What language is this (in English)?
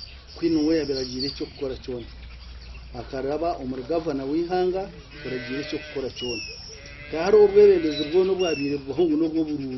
Nyankole